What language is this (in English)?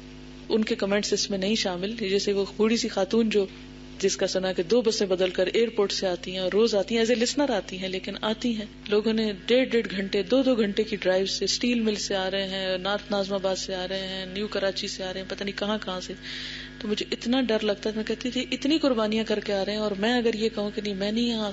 Urdu